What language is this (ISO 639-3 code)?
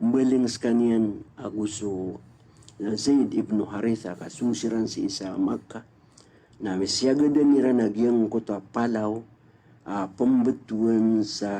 mrw